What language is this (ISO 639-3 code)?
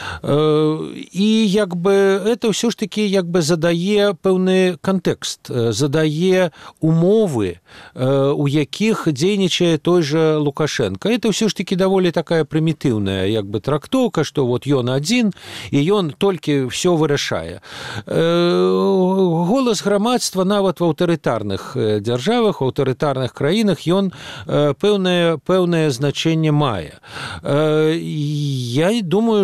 bel